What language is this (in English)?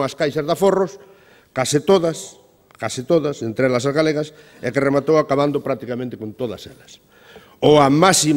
Galician